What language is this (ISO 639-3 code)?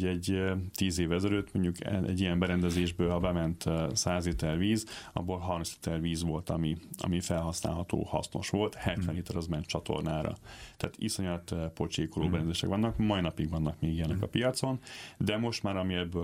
hun